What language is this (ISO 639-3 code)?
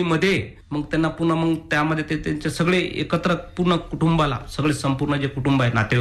mar